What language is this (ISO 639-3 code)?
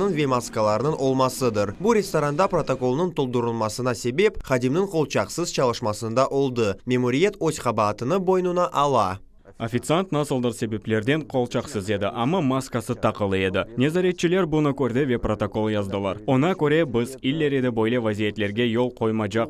crh